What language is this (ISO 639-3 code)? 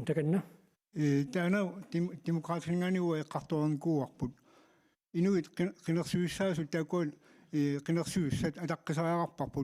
kal